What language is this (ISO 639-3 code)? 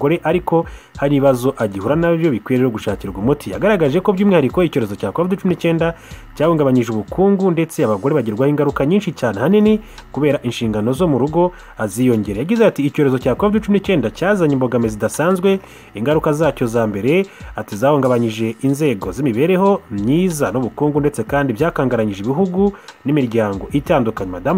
kin